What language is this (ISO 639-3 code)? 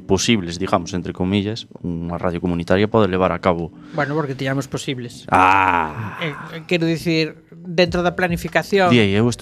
glg